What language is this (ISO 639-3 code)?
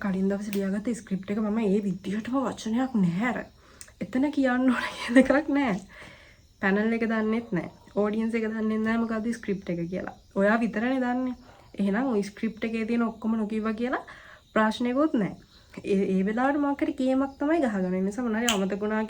sin